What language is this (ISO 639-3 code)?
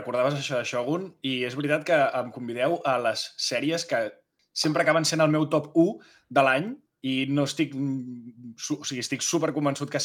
cat